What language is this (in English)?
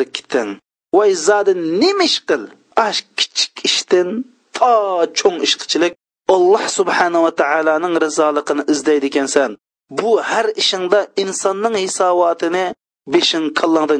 Uyghur